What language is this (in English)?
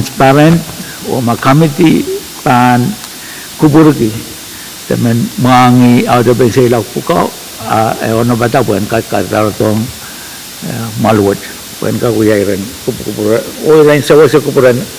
Pohnpeian